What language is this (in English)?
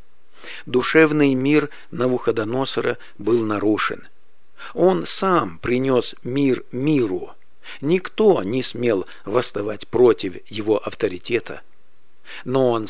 Russian